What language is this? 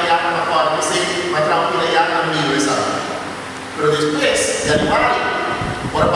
Papiamento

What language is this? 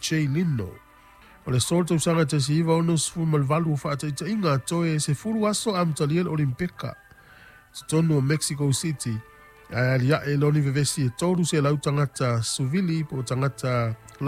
Samoan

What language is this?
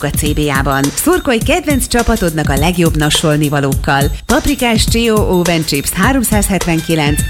Hungarian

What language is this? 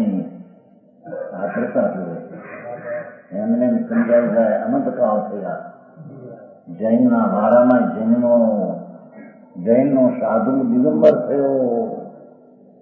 Gujarati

